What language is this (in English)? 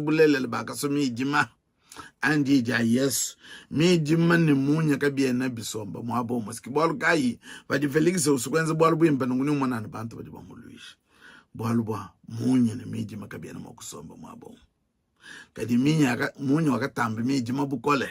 Luba-Lulua